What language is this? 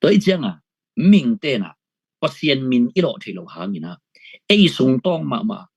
Tedim Chin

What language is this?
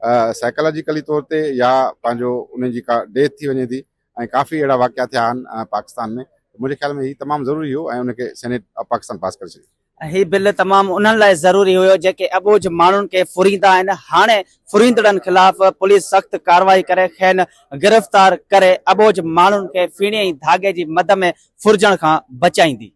Sindhi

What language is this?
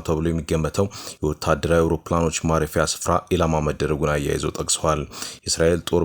Amharic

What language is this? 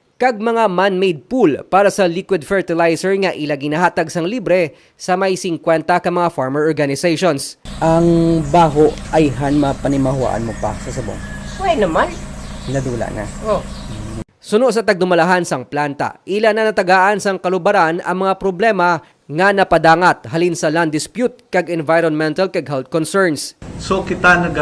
Hiligaynon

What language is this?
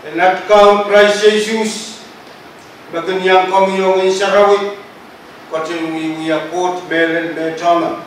Pohnpeian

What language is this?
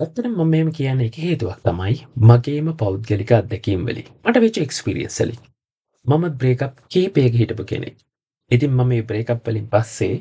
Sinhala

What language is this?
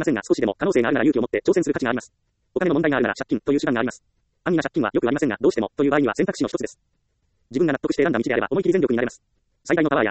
Japanese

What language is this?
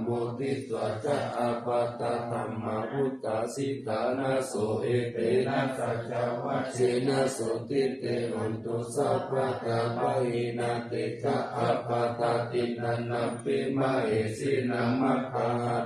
Pali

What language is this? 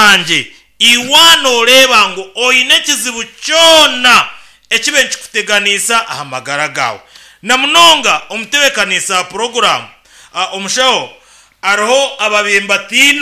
Nyankole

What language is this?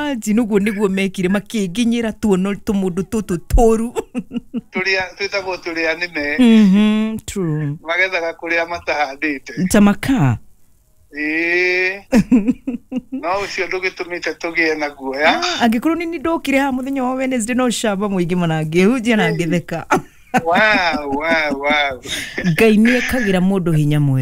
Kikuyu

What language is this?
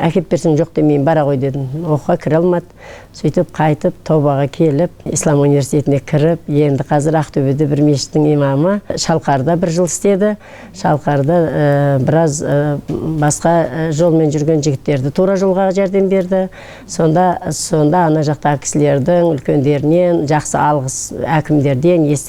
Kazakh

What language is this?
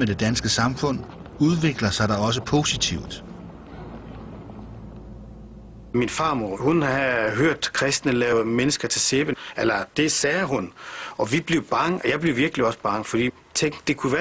Danish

